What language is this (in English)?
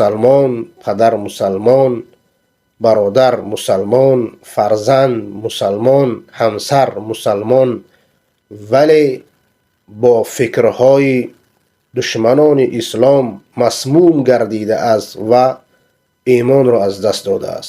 Persian